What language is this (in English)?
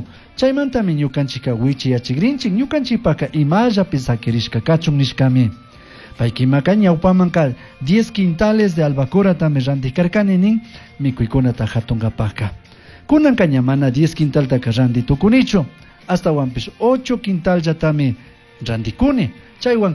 Chimborazo Highland Quichua